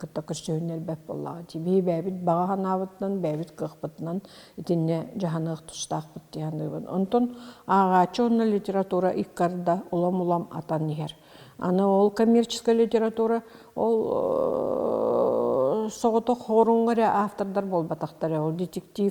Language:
Yakut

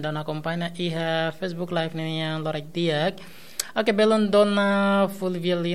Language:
Tetum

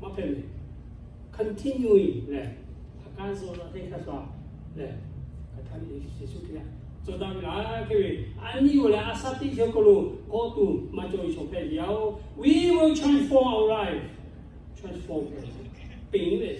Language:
Lahu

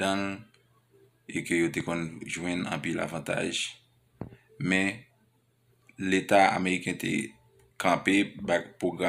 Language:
Haitian Creole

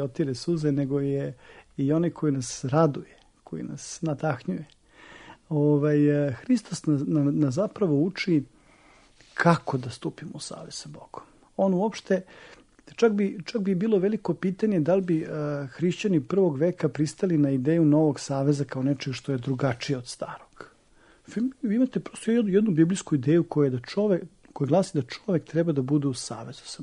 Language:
Serbian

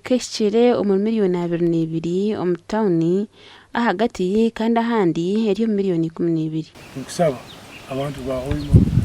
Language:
Nyankole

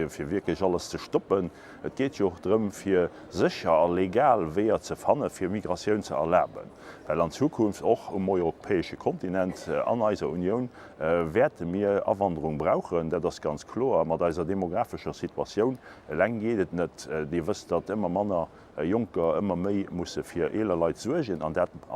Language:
Luxembourgish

